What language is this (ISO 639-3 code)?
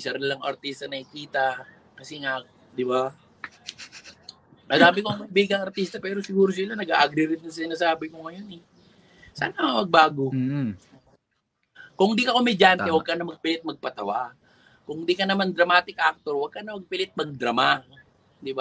fil